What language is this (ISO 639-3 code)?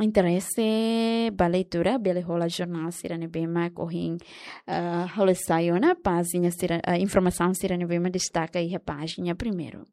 tet